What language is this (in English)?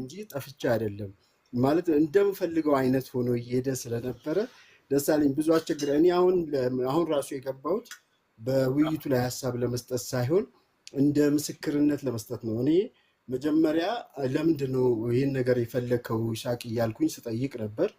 Amharic